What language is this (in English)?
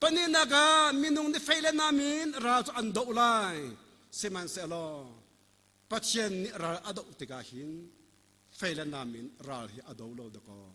Hakha Chin